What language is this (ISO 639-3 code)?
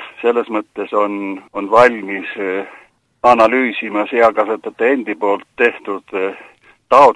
est